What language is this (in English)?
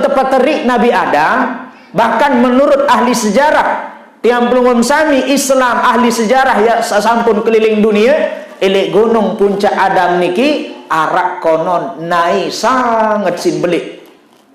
Sasak